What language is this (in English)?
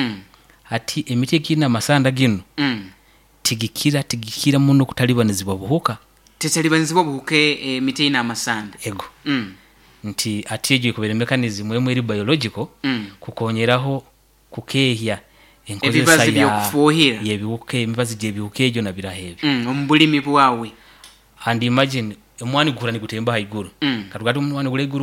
Nyoro